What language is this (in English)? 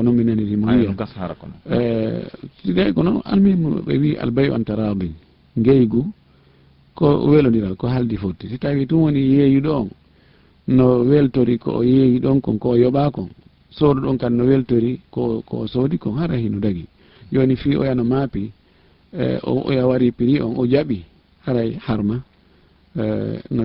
Fula